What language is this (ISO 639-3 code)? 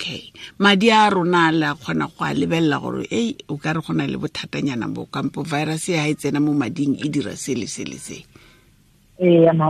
tsn